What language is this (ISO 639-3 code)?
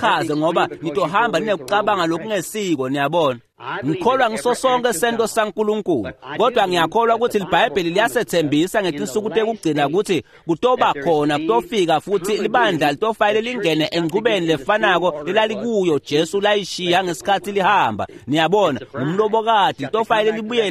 ssw